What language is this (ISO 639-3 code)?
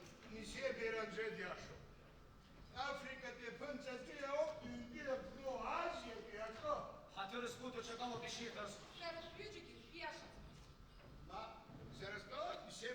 abk